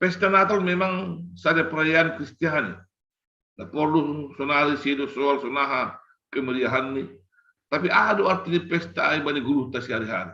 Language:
Batak Simalungun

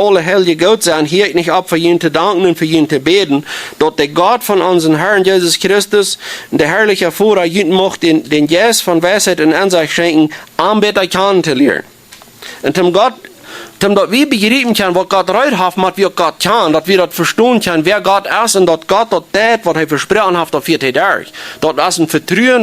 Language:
Plautdietsch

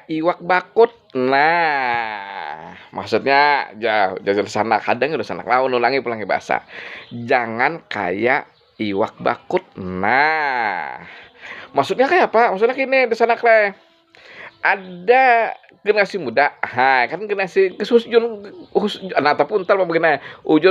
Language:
Banjar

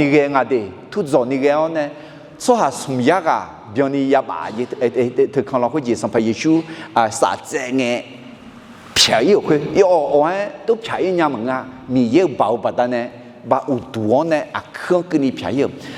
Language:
Akha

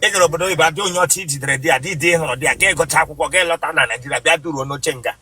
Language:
Igbo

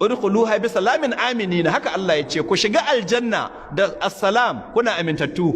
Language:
Hausa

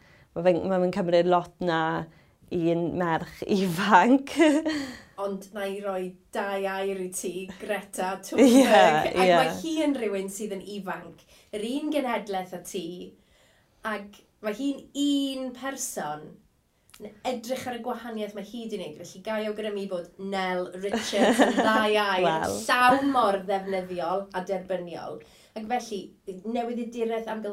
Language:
Welsh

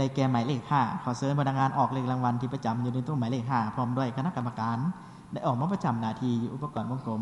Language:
Lao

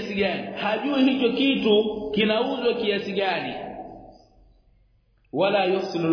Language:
Swahili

